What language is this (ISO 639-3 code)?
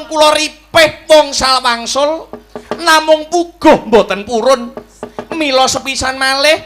jav